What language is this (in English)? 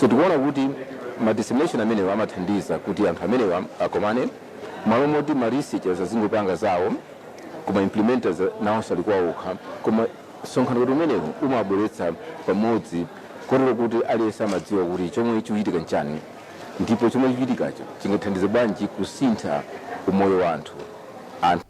Nyanja